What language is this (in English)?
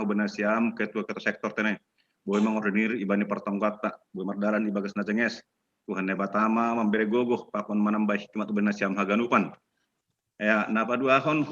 Batak Simalungun